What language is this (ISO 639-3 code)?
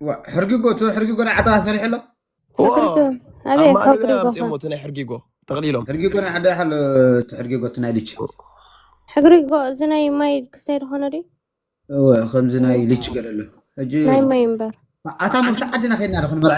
tir